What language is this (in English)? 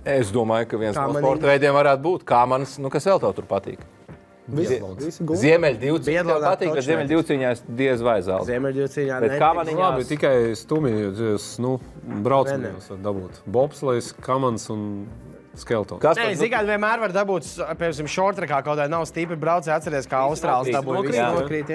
Latvian